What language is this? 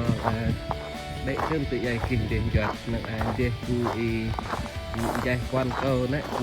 Central Mnong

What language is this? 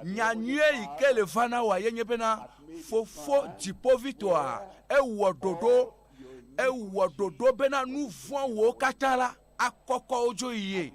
Ewe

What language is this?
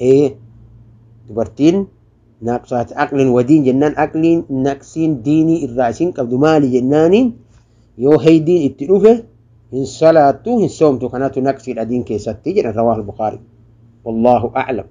Oromo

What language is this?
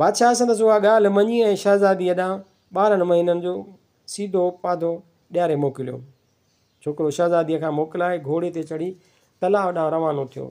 Sindhi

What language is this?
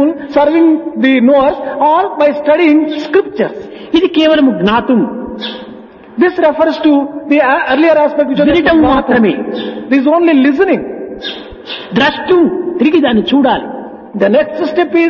Telugu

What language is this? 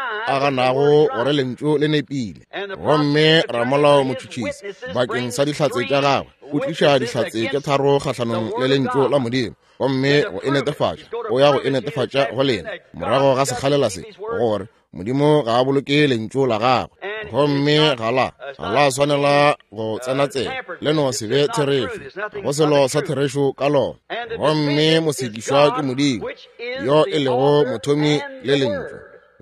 Northern Sotho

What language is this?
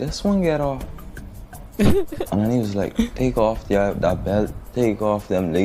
Jamaican Creole English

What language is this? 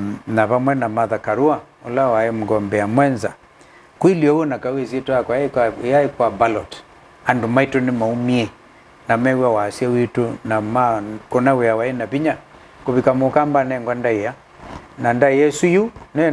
Kamba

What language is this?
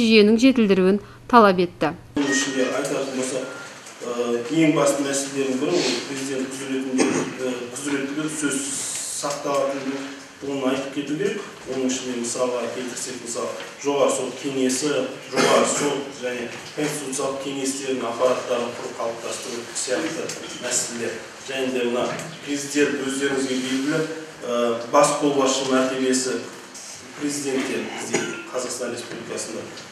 Kazakh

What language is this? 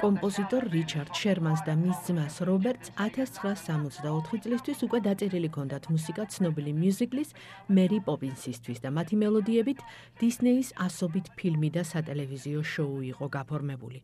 Georgian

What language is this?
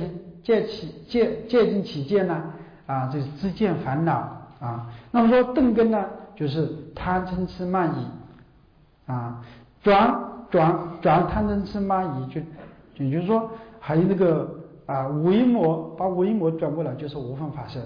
Chinese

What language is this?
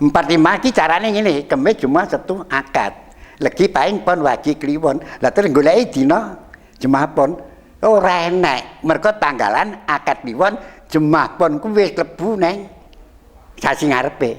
Javanese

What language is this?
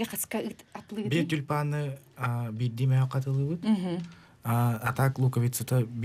Yakut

